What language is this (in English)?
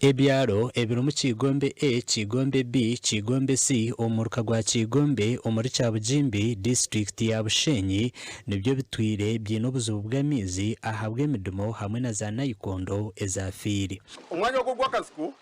Nyankole